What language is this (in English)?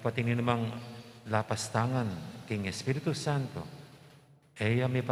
Pampanga